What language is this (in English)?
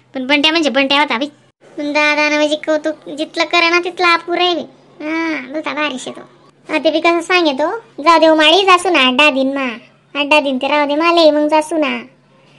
Khandesi